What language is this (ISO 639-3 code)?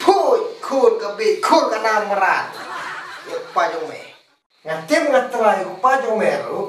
kha